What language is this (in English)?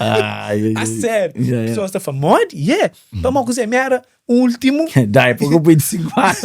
Kabuverdianu